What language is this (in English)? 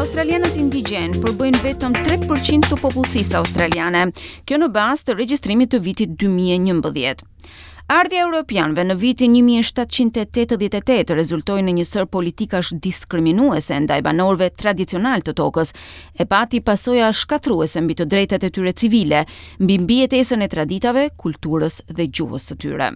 Albanian